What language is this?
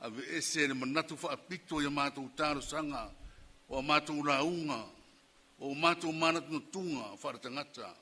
Samoan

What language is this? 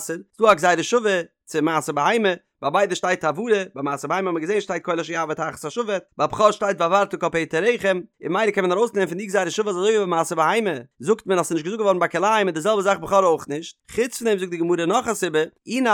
Yiddish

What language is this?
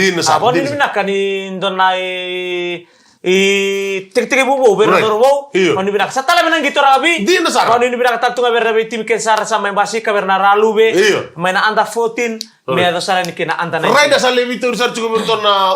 Fijian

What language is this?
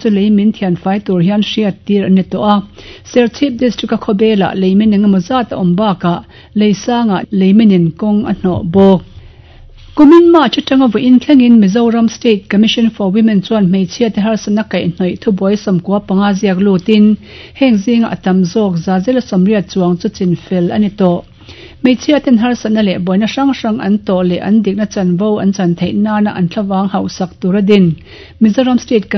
Mizo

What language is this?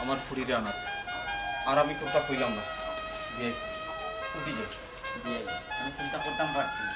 Sylheti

